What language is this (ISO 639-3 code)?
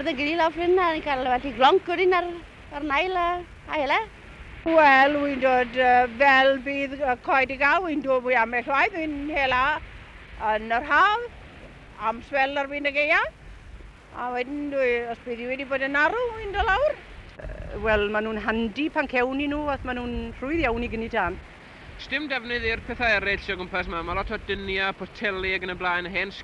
cym